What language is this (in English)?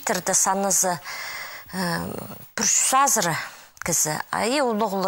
Khakas